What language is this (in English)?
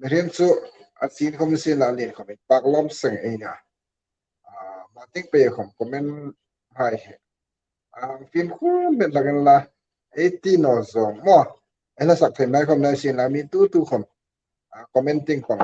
Hmar